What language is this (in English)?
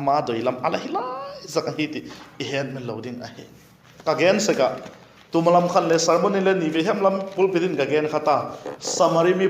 Vaiphei